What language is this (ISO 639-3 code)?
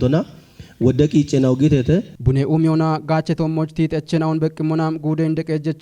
kbr